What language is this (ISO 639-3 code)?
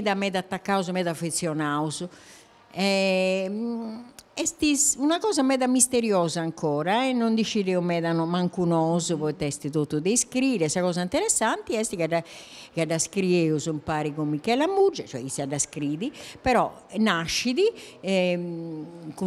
srd